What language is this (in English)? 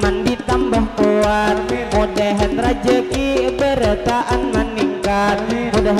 Banjar